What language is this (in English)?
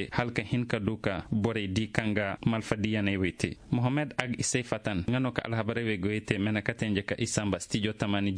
Zarma